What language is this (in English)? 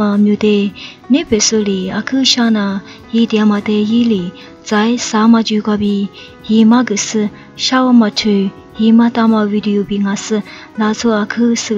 Lisu